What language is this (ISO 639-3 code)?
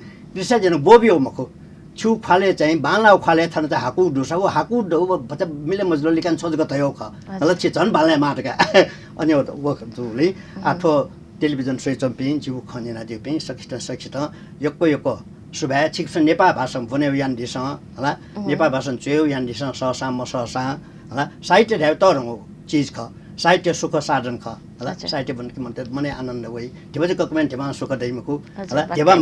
new